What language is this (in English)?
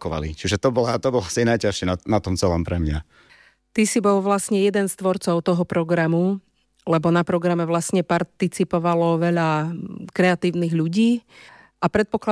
Slovak